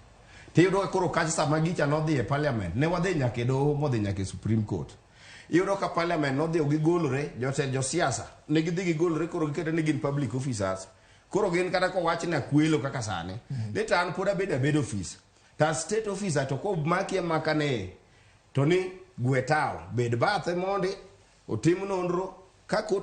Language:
Luo (Kenya and Tanzania)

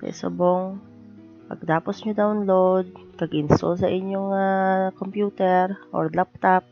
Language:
Hiligaynon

